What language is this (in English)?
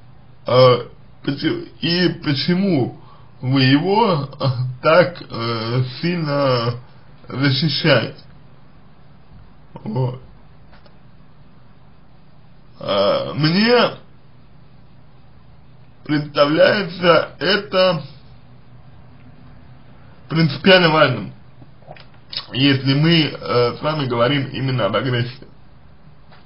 Russian